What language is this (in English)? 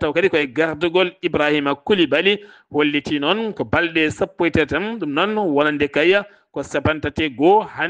Fula